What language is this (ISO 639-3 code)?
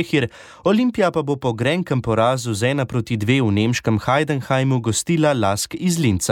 slv